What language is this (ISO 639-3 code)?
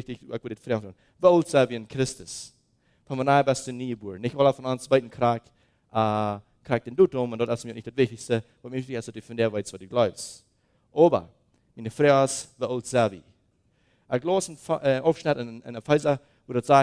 pdt